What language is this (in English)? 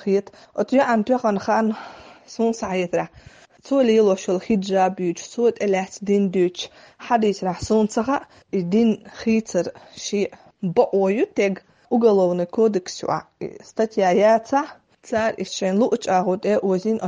Chechen